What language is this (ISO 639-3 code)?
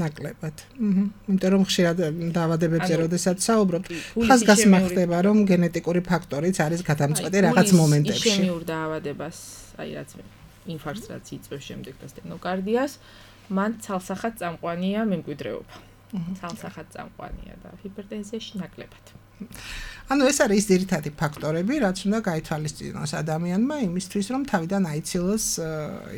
kat